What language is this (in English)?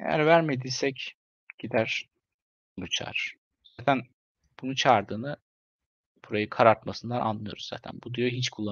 Turkish